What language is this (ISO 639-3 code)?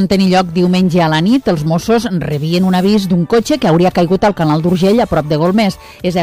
cat